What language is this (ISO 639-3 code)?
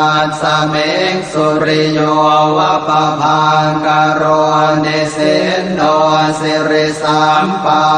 pli